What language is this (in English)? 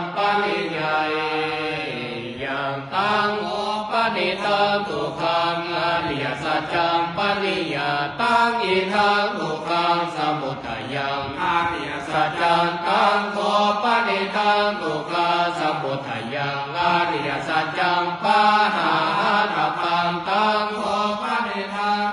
Pali